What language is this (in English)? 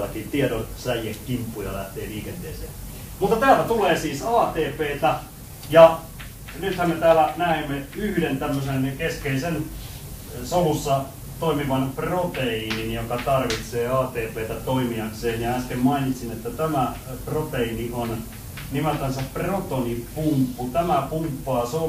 Finnish